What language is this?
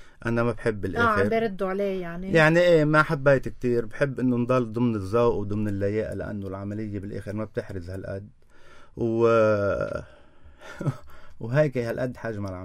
North Levantine Arabic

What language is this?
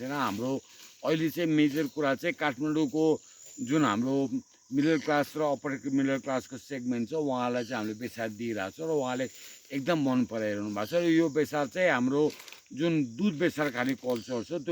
Nepali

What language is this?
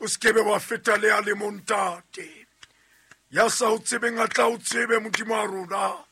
Southern Sotho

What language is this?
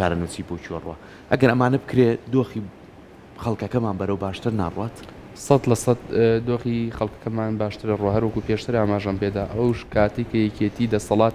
Central Kurdish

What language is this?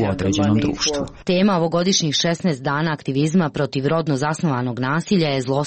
Serbian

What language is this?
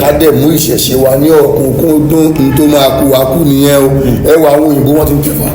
Yoruba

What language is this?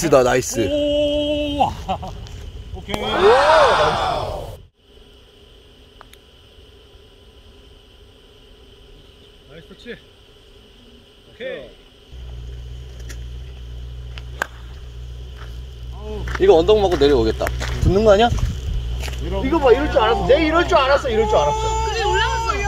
Korean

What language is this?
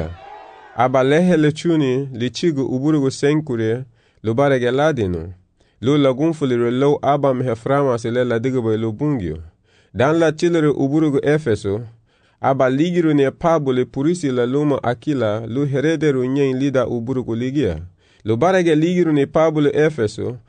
Garifuna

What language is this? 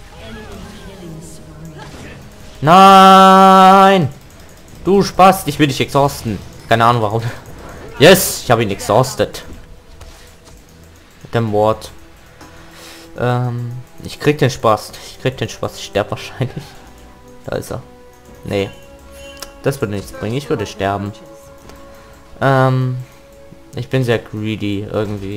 German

